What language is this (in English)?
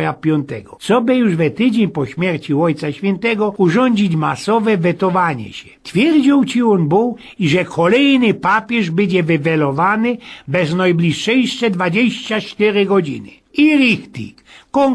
Silesian